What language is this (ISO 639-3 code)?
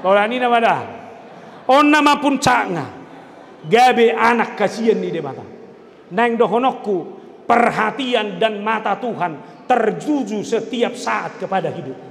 bbc